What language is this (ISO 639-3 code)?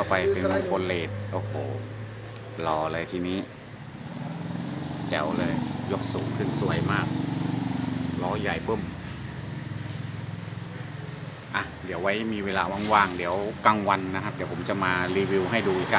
tha